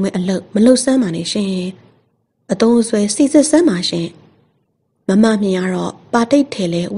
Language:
Burmese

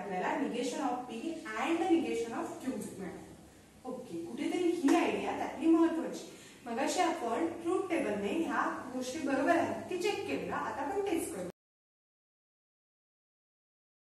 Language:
Marathi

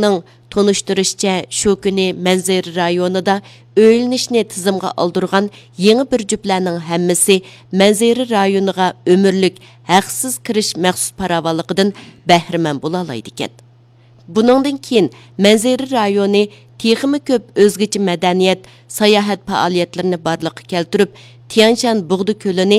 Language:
Uyghur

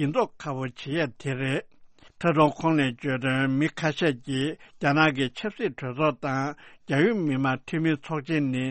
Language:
Tibetan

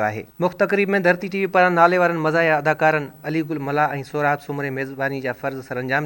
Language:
Sindhi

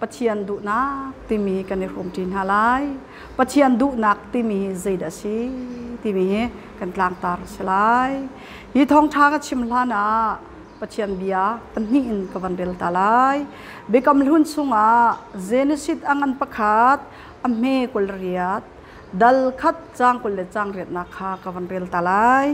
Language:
Hakha Chin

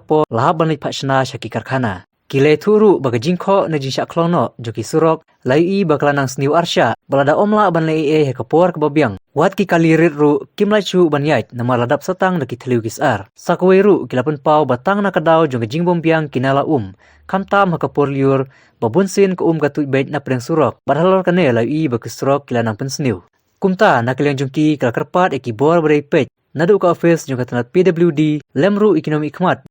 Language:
Khasi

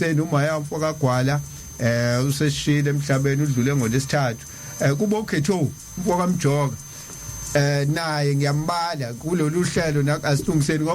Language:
Zulu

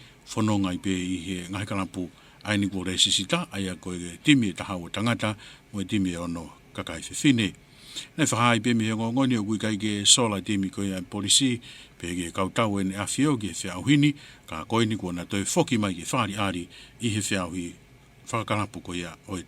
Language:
Tongan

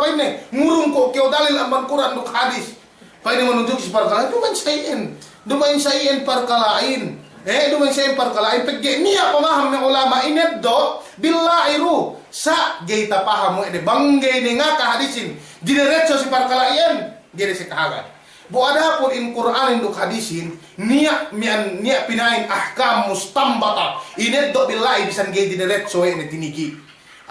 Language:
Yakan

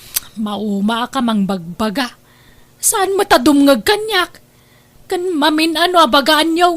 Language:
Iloko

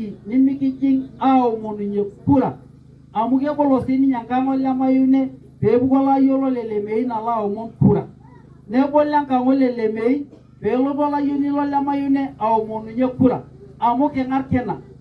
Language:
Masai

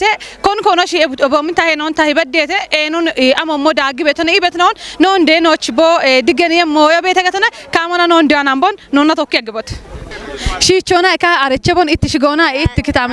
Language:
Kafa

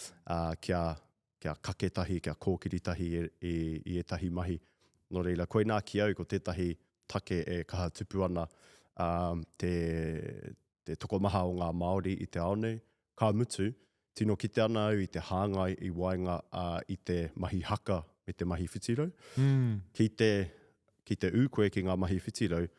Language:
Māori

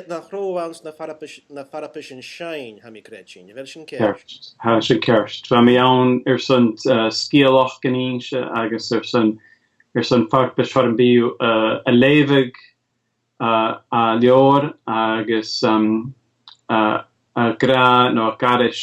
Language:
Scottish Gaelic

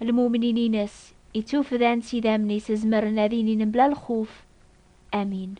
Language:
Kabyle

